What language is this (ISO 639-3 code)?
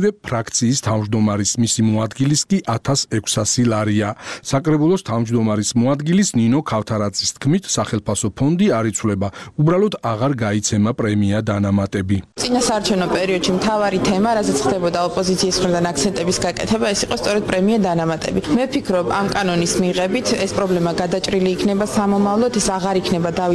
kat